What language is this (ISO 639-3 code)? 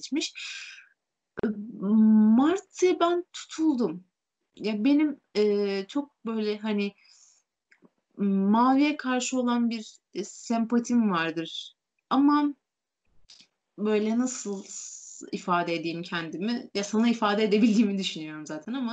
tur